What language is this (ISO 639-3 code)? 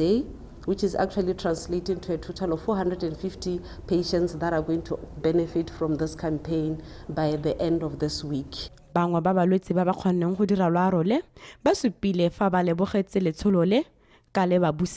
tsn